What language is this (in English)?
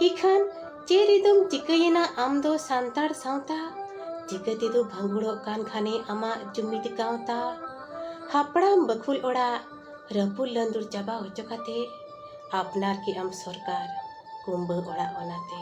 Santali